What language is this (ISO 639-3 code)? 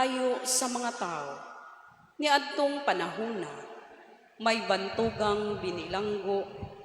ceb